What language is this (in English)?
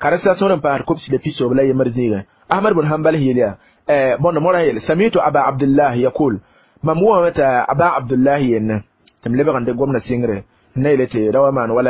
Mossi